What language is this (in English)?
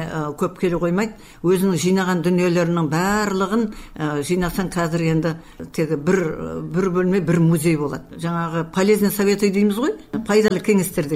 Kazakh